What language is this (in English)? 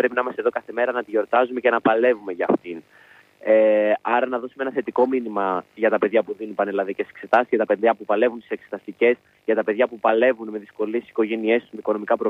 Greek